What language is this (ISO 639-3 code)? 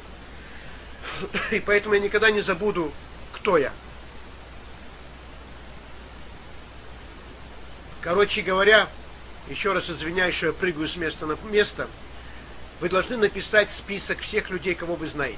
rus